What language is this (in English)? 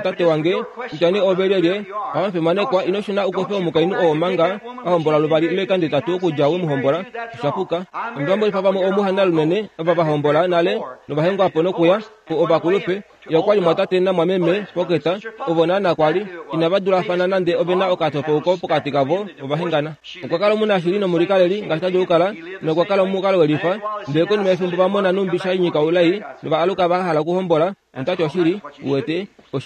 Kuanyama